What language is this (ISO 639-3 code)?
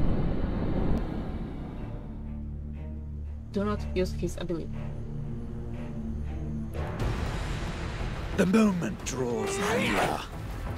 eng